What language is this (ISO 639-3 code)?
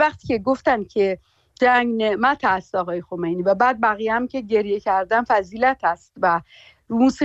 fas